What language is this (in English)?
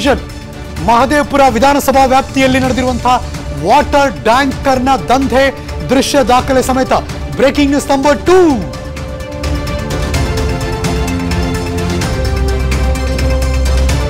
Kannada